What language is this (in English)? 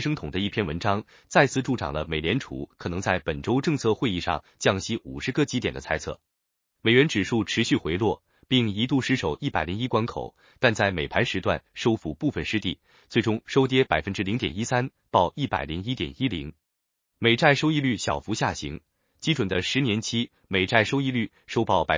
Chinese